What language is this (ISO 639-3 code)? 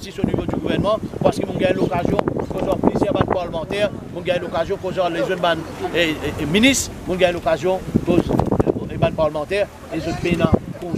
mfe